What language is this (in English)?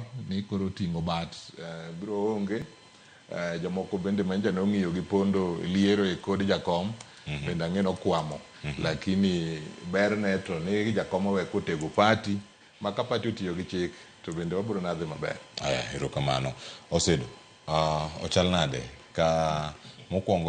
Luo (Kenya and Tanzania)